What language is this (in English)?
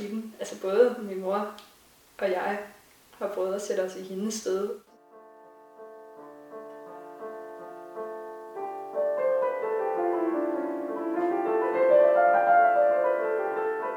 Danish